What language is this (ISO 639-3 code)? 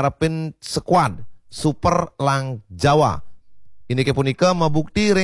ban